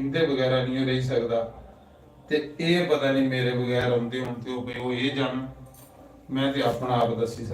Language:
Dogri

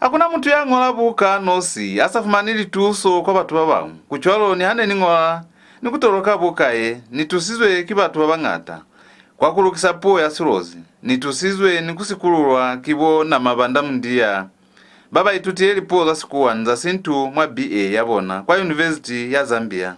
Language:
Lozi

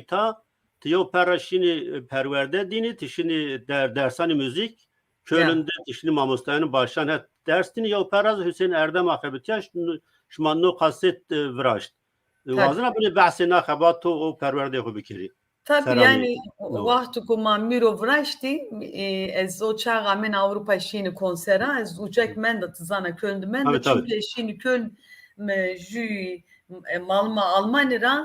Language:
Zaza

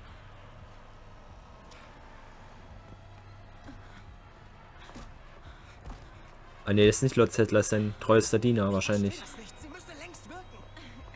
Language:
German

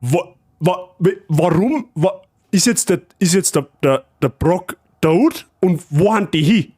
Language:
Bavarian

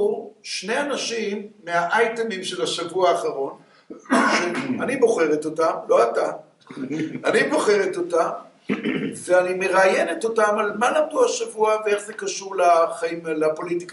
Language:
Hebrew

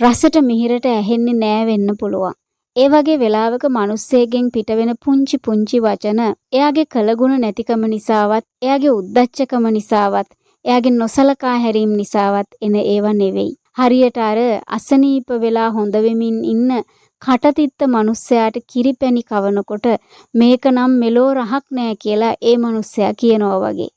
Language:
Sinhala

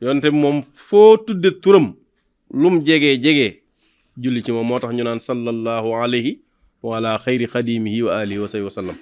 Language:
Wolof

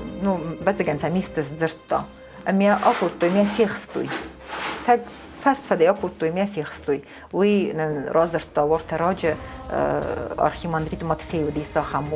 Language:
Ossetic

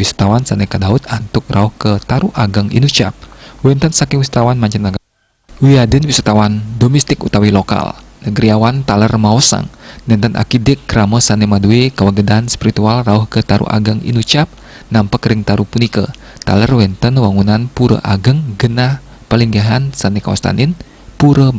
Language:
Balinese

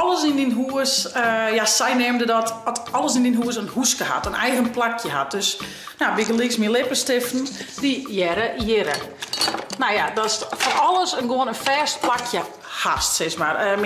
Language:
Western Frisian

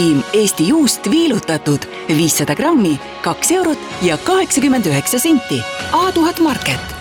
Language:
Estonian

